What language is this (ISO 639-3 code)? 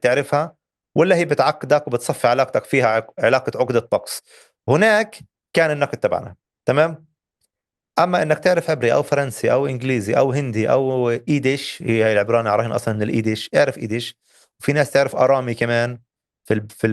apc